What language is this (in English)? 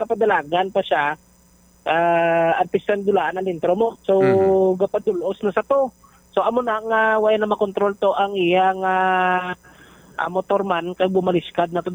Hiligaynon